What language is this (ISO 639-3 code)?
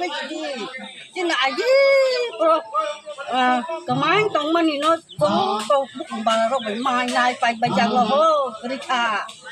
trp